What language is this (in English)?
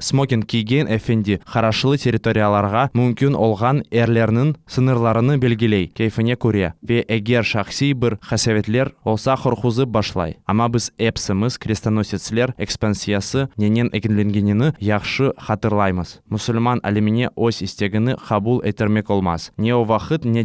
Crimean Tatar